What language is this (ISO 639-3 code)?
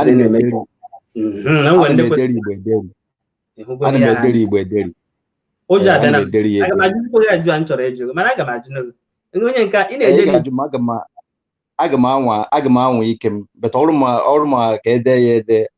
ibo